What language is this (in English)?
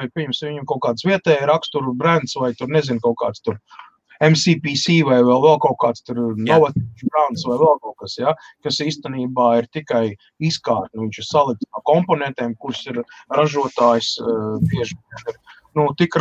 Latvian